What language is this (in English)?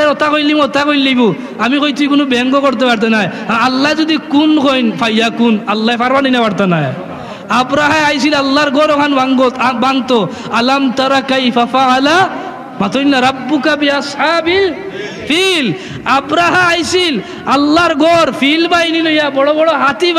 Sylheti